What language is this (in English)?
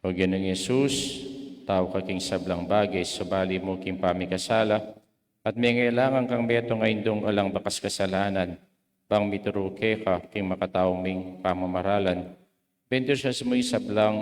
Pampanga